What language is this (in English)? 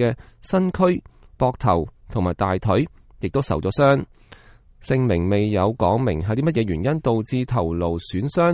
Cantonese